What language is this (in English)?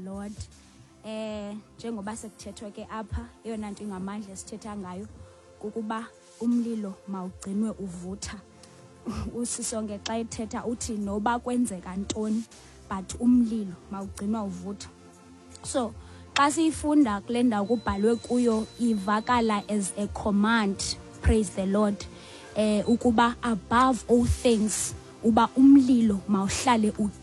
Xhosa